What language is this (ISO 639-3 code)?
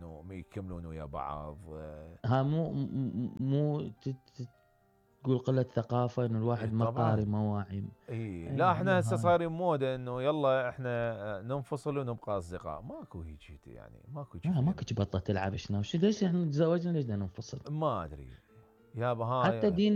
acm